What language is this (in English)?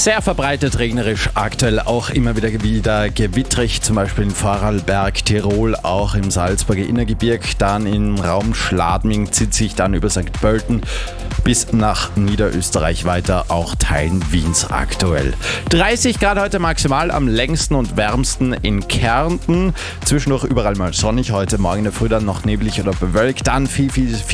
German